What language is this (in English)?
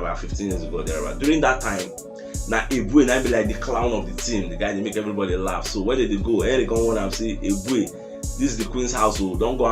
Nigerian Pidgin